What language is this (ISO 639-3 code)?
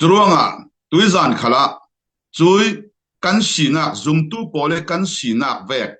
cfm